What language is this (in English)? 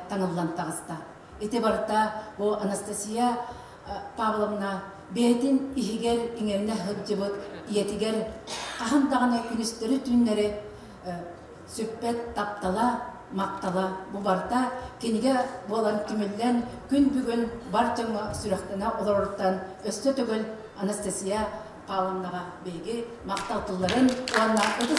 Yakut